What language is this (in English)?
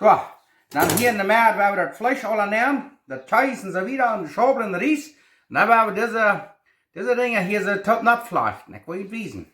Plautdietsch